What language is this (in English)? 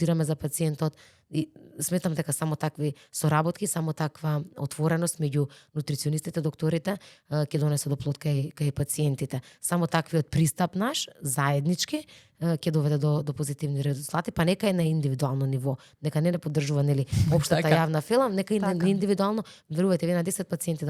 Macedonian